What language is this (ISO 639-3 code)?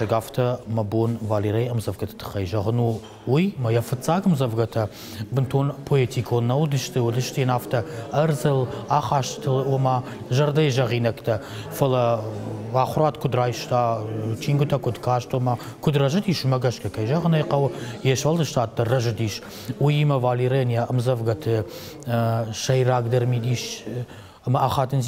oss